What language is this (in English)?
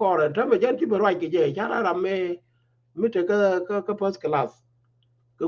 Nuer